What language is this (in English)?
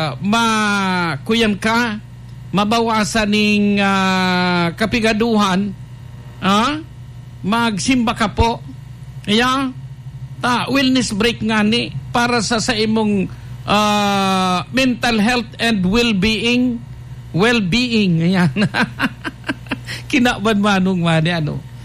Bikol